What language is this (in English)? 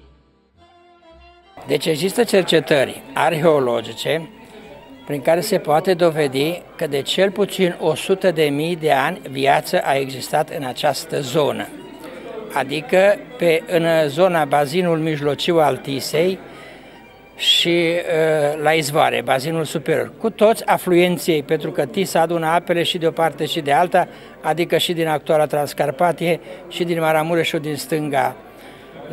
Romanian